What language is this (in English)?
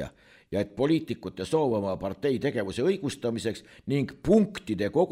Estonian